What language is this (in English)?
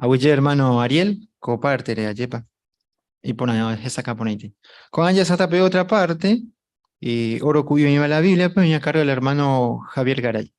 Guarani